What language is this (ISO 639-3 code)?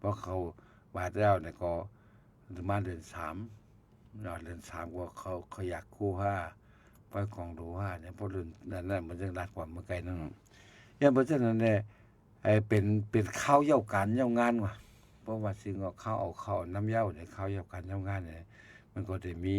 shn